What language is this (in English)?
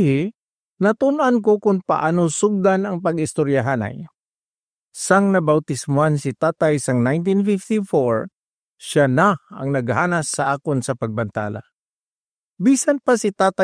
Hiligaynon